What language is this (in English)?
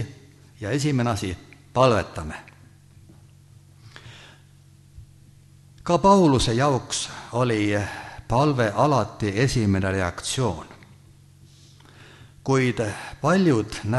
Estonian